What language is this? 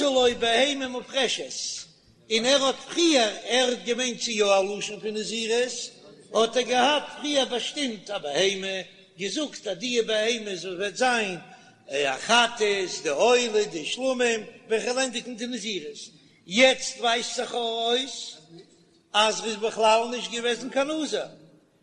Yiddish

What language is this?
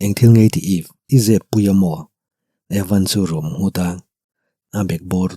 Mizo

